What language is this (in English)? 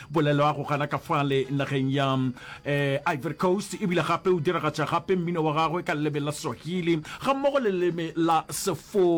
Northern Sotho